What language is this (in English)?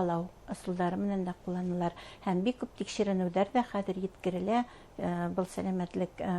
Bashkir